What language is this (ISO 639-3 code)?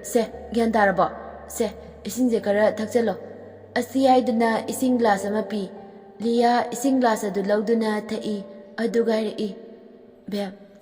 mni